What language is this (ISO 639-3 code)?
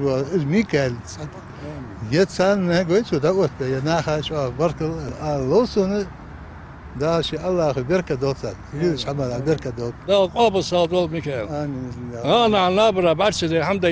inh